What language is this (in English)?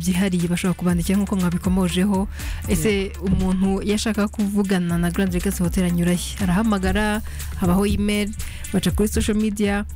Kinyarwanda